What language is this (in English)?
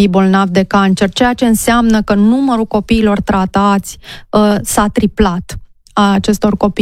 Romanian